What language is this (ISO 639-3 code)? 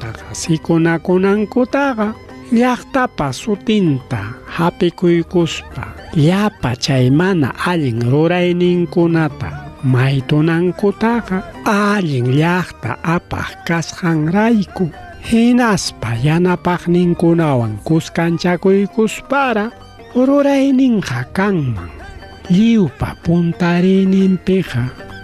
quy